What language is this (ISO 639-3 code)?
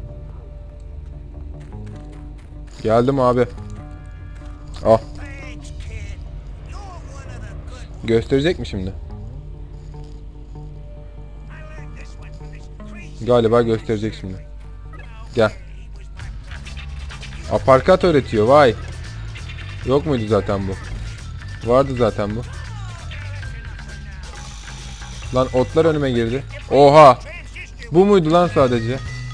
tur